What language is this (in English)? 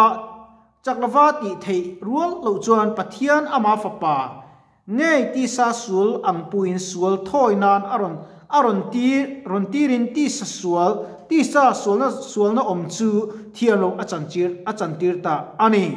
Mizo